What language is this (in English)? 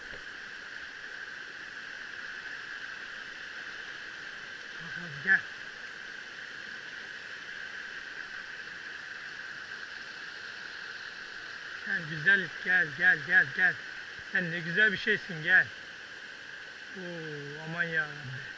Turkish